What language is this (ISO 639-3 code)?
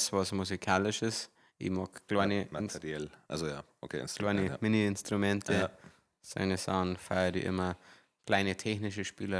bar